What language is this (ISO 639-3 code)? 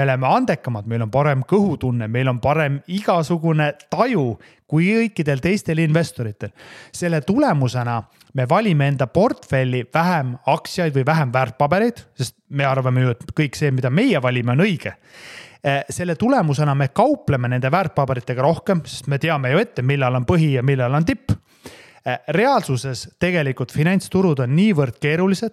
est